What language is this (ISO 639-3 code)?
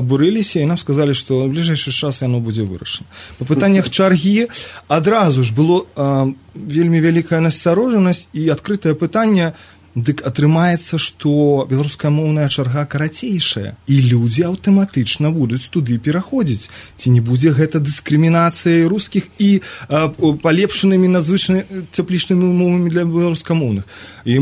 bel